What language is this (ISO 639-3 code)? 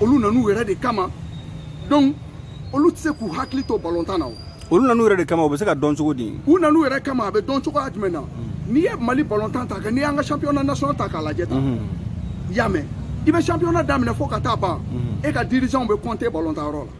bam